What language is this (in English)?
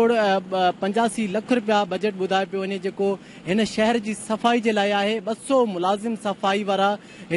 Sindhi